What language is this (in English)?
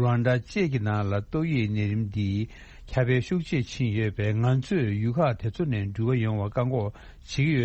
Tibetan